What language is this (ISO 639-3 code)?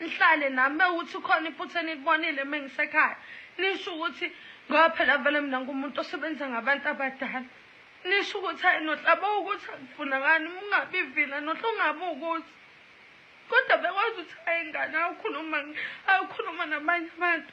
zul